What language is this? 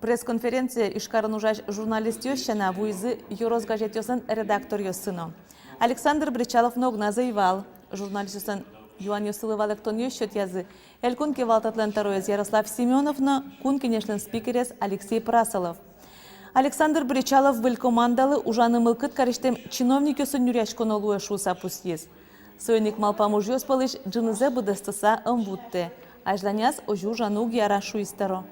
Udmurt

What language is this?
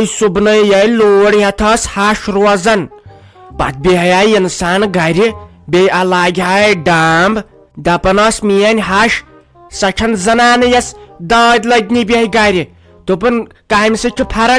Kashmiri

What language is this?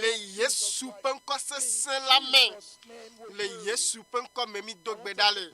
Ewe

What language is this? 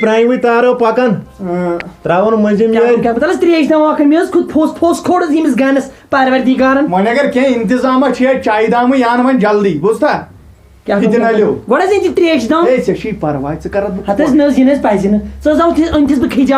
Kashmiri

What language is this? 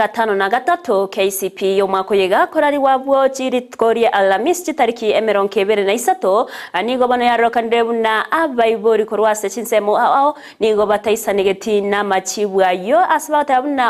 Gusii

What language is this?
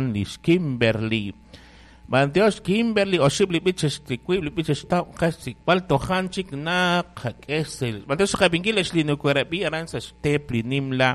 Kekchí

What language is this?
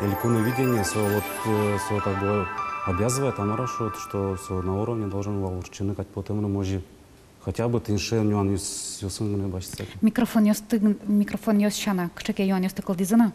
Udmurt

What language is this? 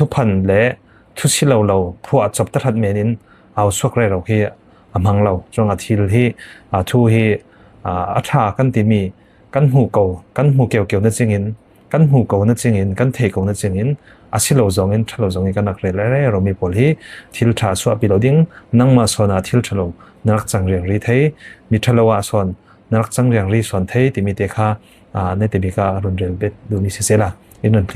Falam Chin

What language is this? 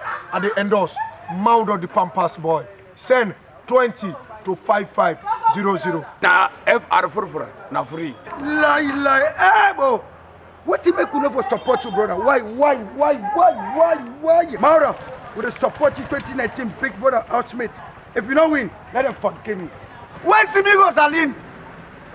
Krio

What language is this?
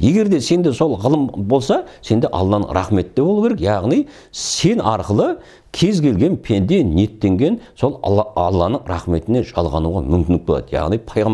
Kazakh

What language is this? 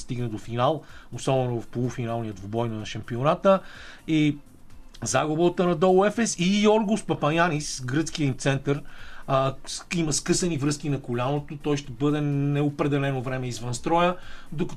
Bulgarian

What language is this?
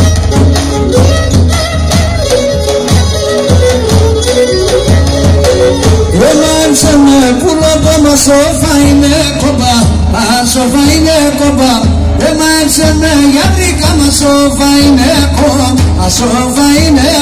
Greek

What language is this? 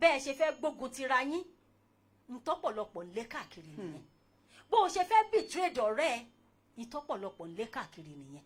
Yoruba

